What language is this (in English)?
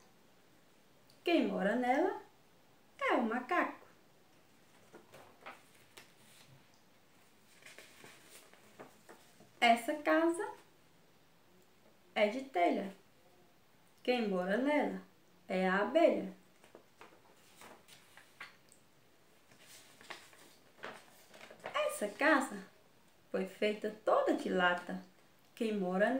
Portuguese